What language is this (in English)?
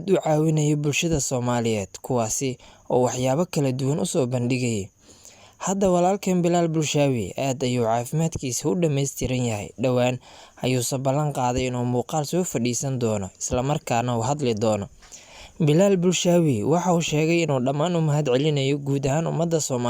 Somali